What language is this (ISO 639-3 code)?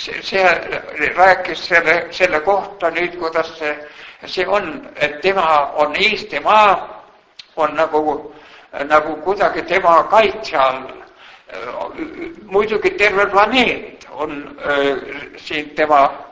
est